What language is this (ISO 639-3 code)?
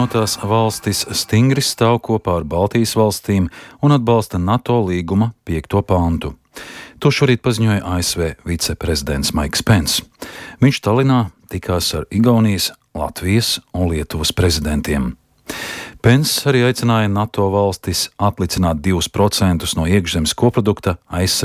lav